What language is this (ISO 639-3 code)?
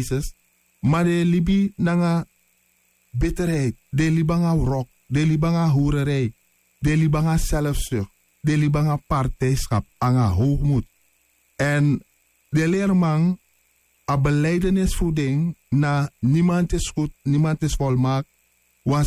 srn